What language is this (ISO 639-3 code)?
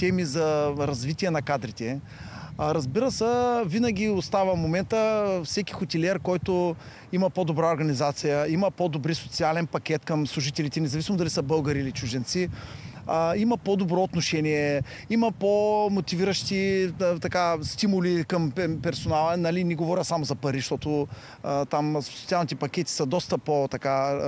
bul